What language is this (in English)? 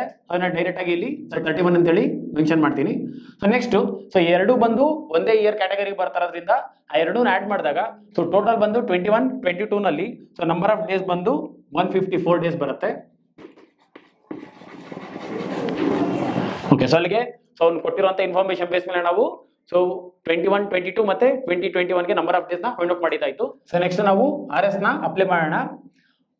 Kannada